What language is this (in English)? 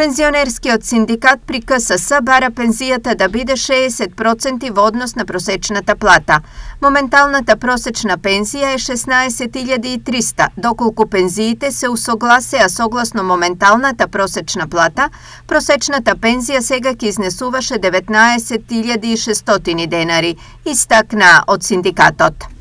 Macedonian